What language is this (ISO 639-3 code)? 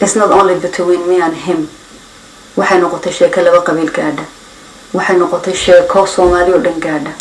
som